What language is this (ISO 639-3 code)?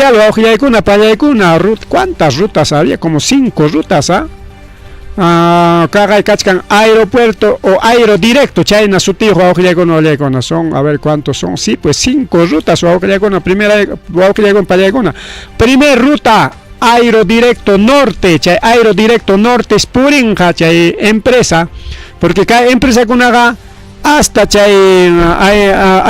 quy